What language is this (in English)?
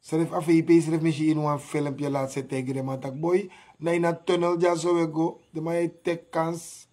Sranan Tongo